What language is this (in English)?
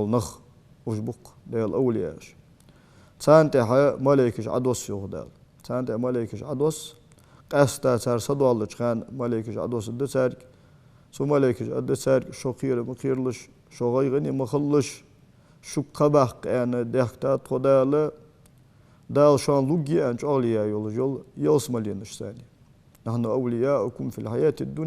Ingush